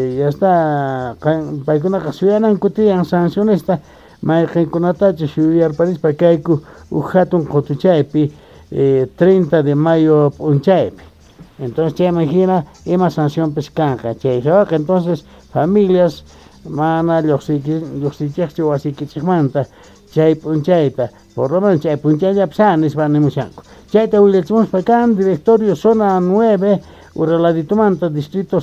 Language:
Quechua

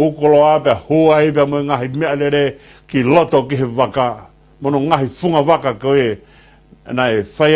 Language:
Tongan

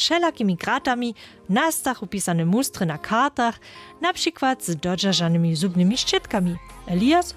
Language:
Polish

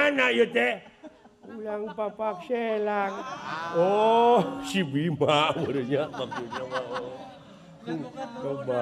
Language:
Sundanese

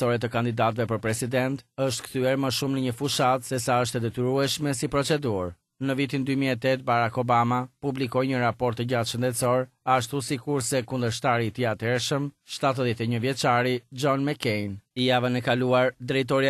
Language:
Albanian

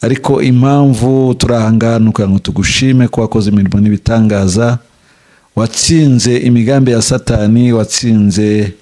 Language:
Kinyarwanda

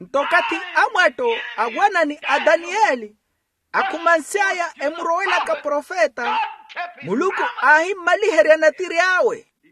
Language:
Makhuwa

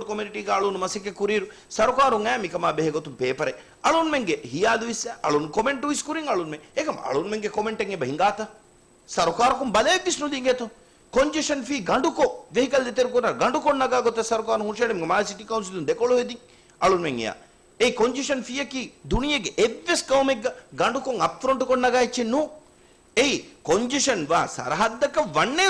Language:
Divehi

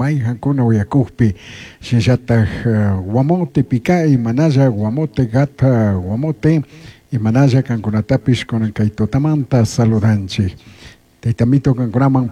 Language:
Chimborazo Highland Quichua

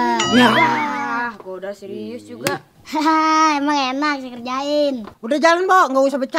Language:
Betawi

